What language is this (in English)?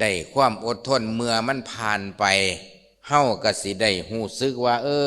Lao